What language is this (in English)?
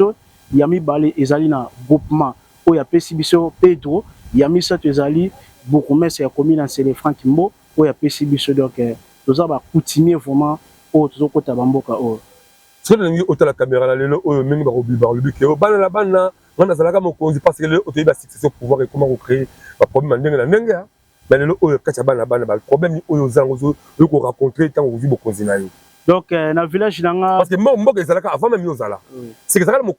Lingala